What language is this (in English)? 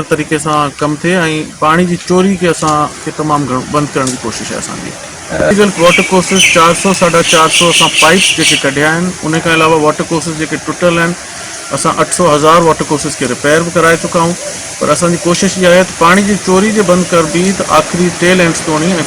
Sindhi